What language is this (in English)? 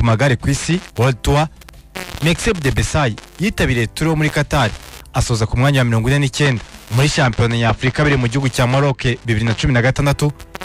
Kinyarwanda